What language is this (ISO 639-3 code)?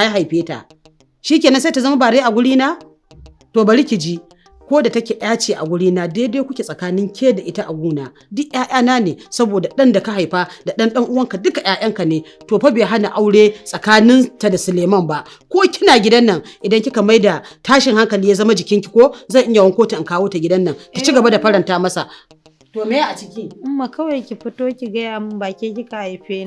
hau